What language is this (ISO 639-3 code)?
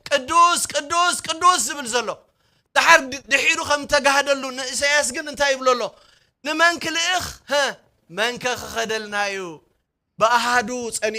tir